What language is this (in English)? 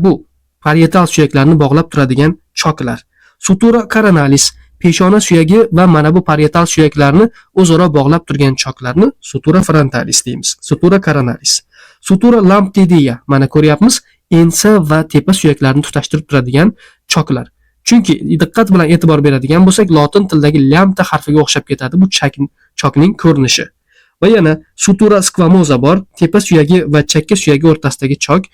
Uzbek